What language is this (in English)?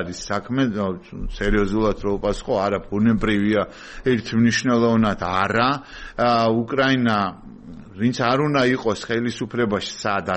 Georgian